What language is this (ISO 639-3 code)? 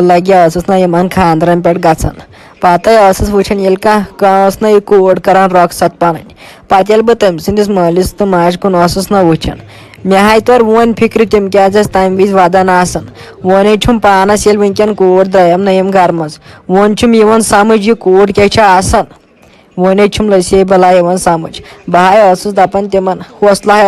kas